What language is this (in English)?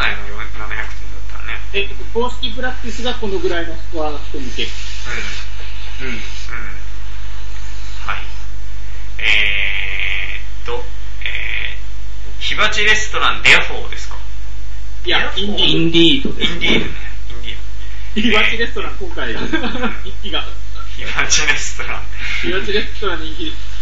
Japanese